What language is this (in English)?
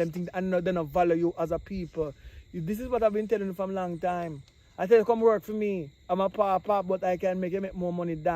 Jamaican Creole English